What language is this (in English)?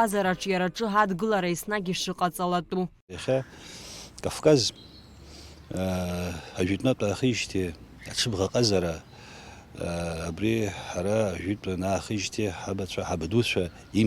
Abkhazian